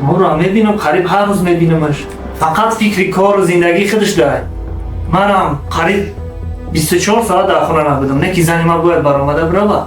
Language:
Tajik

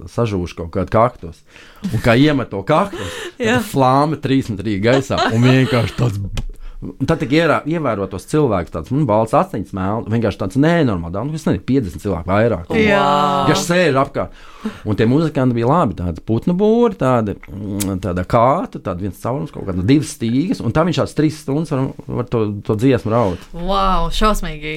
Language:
Latvian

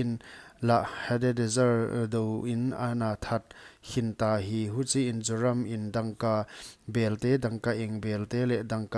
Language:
Paite Chin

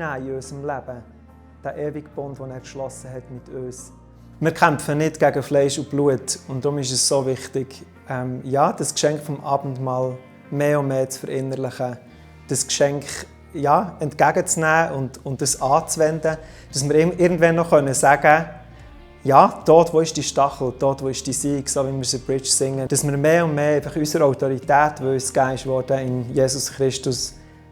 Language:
Swiss German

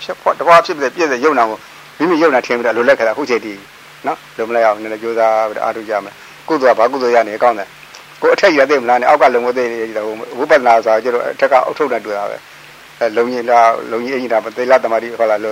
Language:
Burmese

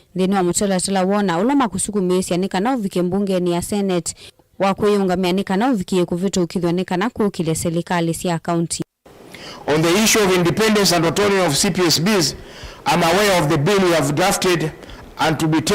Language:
Kamba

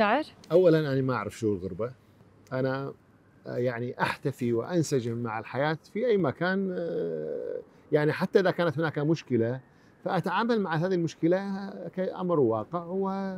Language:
Mesopotamian Arabic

